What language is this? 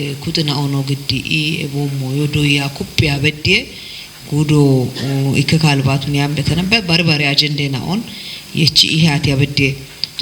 Kafa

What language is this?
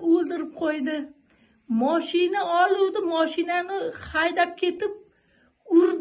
Uzbek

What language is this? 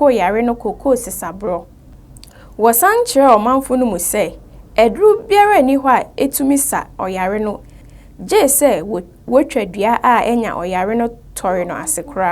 Akan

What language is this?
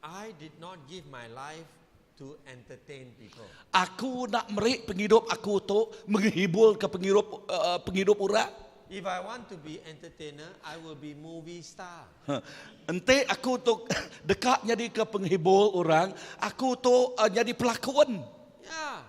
Iban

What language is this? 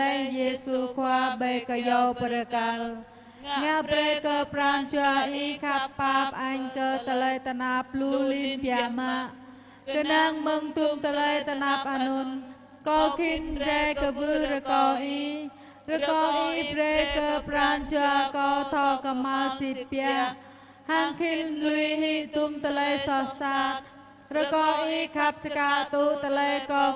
Jarai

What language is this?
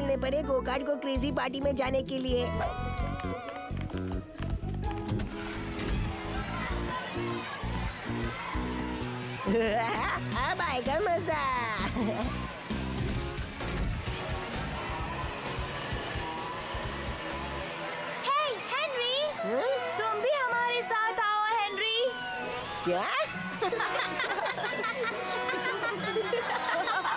Hindi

